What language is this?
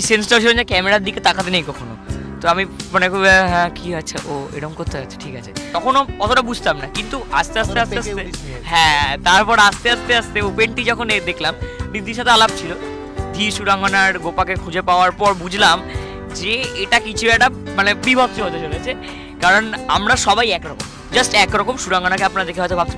Bangla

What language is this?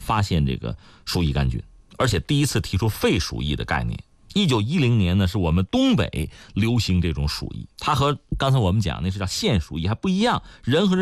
Chinese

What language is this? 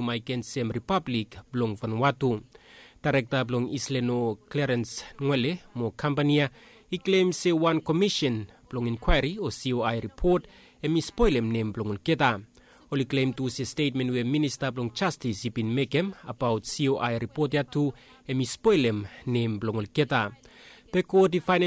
Bislama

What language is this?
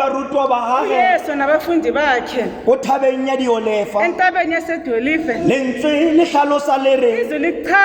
Tswana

